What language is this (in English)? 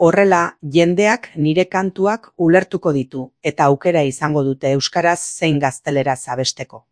Basque